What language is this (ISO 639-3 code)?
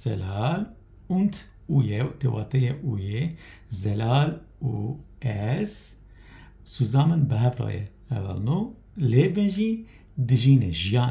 kur